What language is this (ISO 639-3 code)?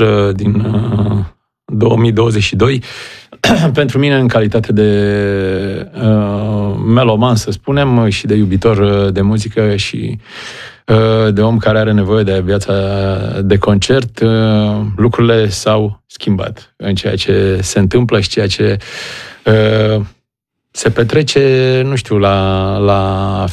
ron